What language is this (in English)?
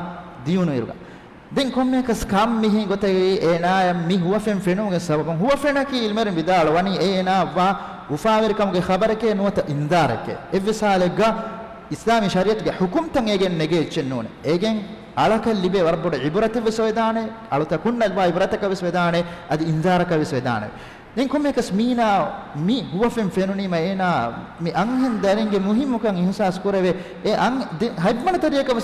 Divehi